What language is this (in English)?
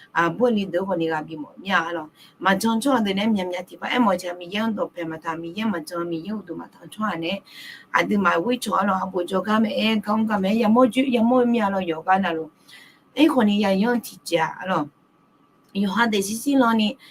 Akha